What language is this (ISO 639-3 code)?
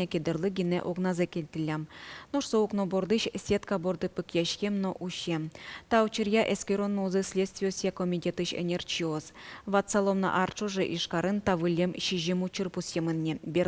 udm